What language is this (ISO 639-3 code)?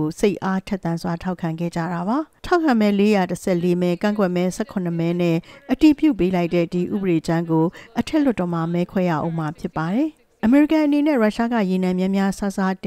mya